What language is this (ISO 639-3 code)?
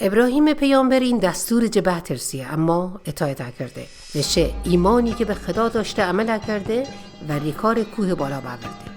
mzn